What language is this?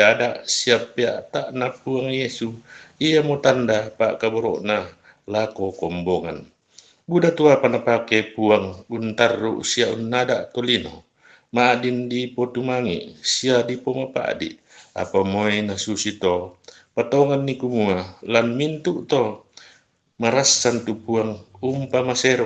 Toraja-Sa'dan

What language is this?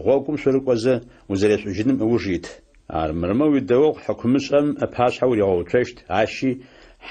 Adyghe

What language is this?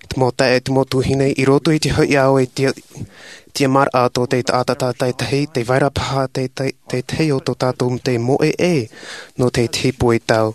Tahitian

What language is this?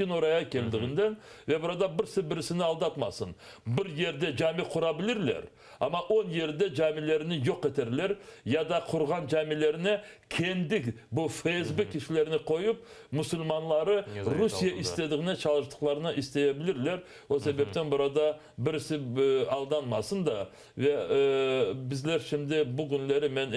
Crimean Tatar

